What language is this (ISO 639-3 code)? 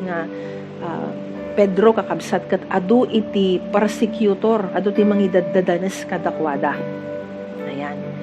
ilo